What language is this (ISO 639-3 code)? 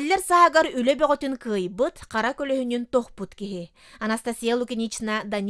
sah